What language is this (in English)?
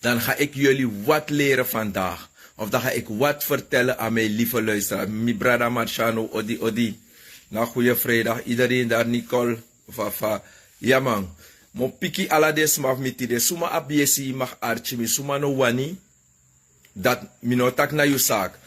Sranan Tongo